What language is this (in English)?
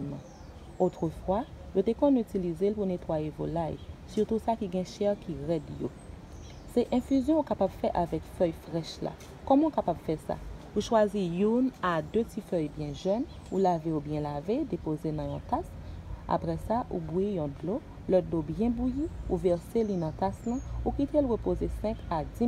Haitian Creole